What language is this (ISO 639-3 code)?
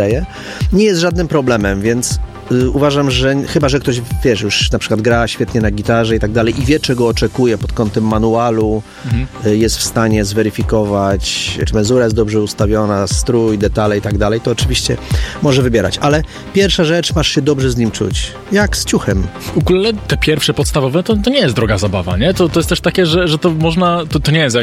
pol